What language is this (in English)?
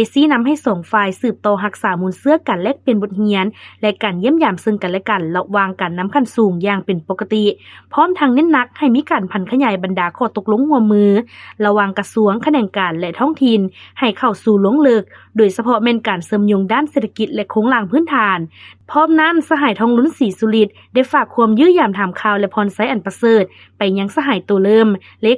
Lao